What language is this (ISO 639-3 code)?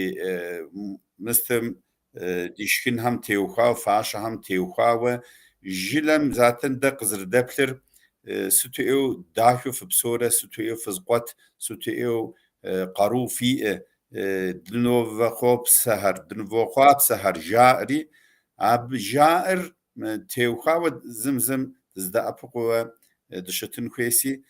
kbd